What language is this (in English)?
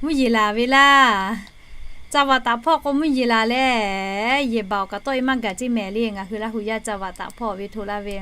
Lahu